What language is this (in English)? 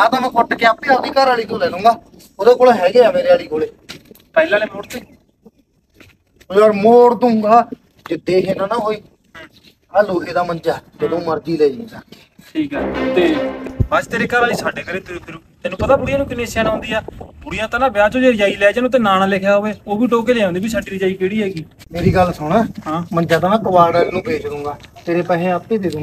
Punjabi